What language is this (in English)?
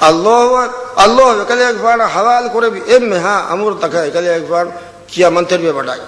Divehi